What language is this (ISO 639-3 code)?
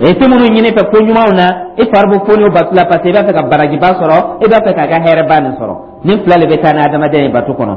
dyu